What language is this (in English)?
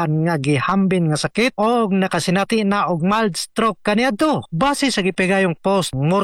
Cebuano